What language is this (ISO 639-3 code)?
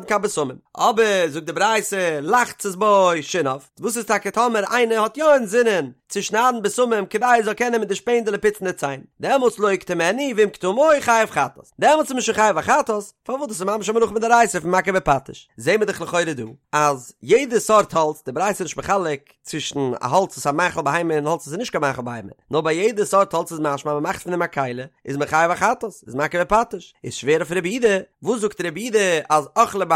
yid